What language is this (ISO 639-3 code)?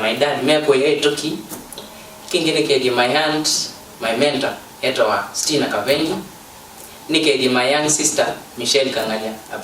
kam